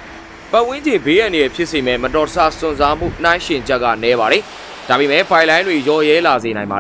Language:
Burmese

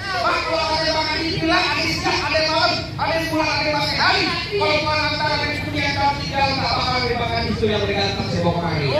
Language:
Betawi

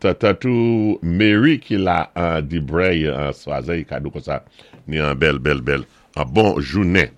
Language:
Saint Lucian Creole French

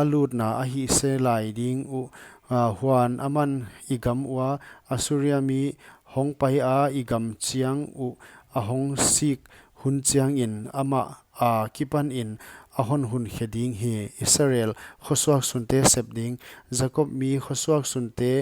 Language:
Paite Chin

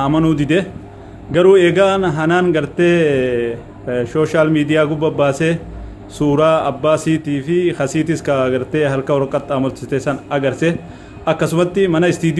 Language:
Oromo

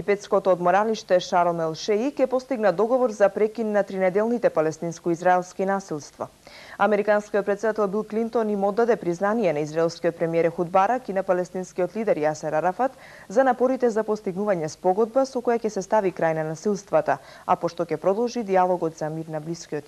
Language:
Macedonian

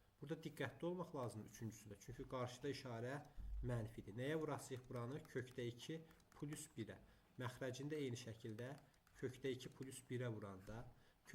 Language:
Azerbaijani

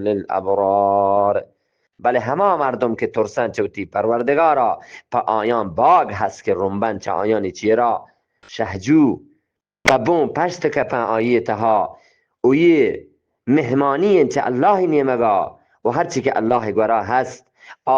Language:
Eastern Balochi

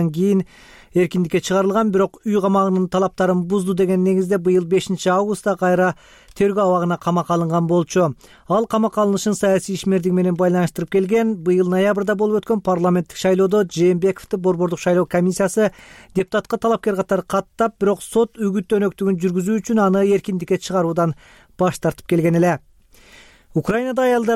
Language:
Kyrgyz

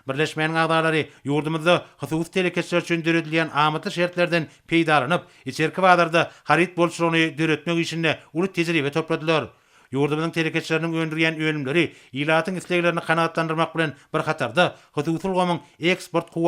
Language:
Turkmen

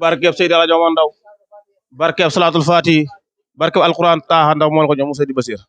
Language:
Wolof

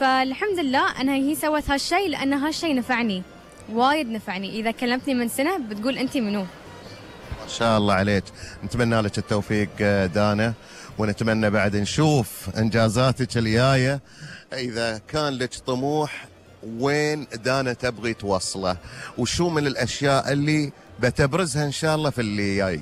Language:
Gulf Arabic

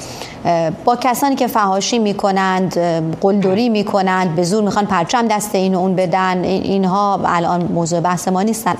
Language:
Persian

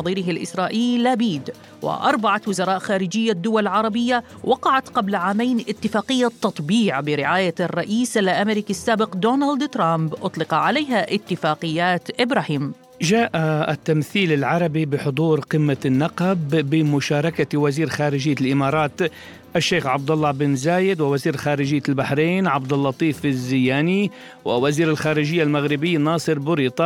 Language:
Arabic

